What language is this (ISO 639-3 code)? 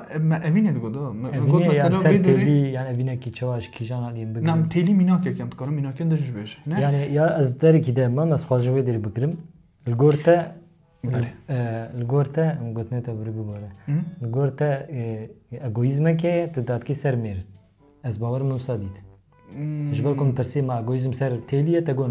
kur